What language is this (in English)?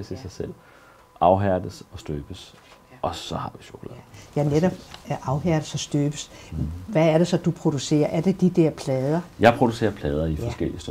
Danish